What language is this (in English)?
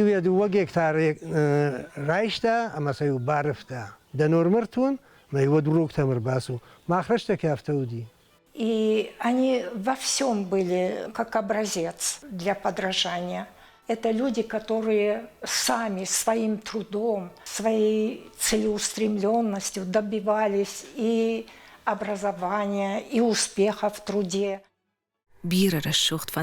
Ossetic